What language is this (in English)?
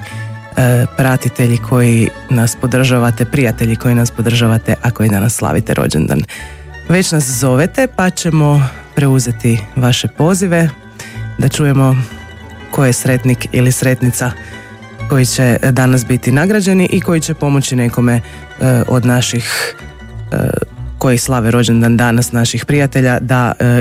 Croatian